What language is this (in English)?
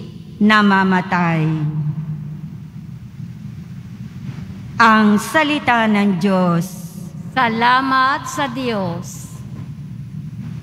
Filipino